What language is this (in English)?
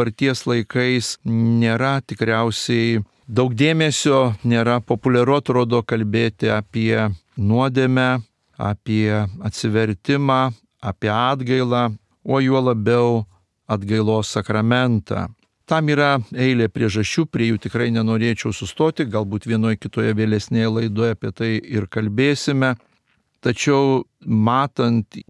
Lithuanian